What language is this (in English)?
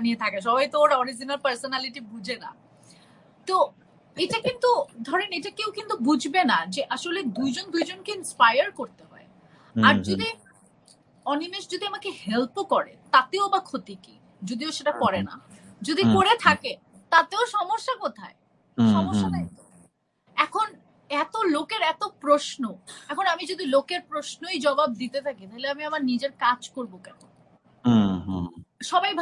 Bangla